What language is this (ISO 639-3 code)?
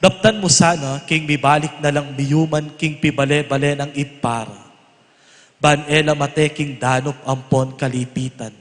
pam